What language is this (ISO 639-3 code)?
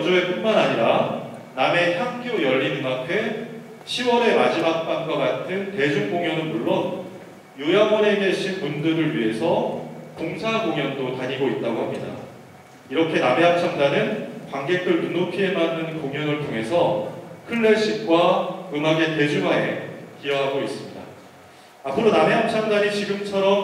kor